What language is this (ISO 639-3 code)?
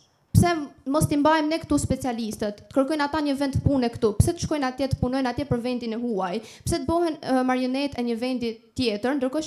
sqi